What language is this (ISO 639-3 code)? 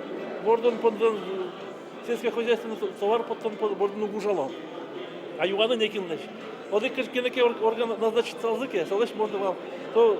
udm